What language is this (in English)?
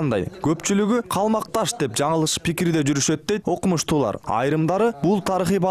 Kyrgyz